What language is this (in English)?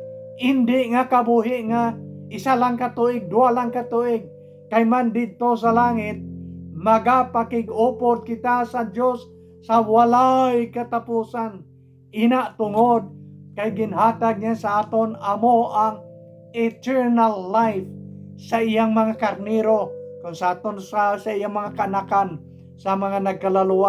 Hiligaynon